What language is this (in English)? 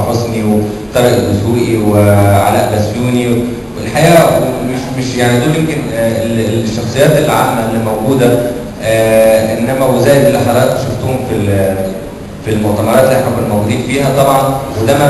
Egyptian Arabic